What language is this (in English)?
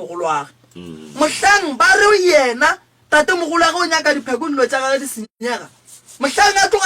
Northern Sotho